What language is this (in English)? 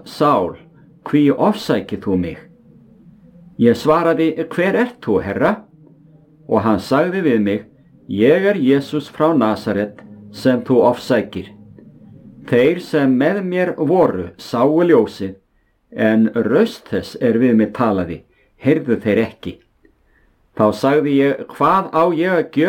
Icelandic